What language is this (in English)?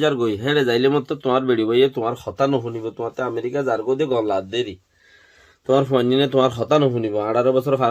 Rohingya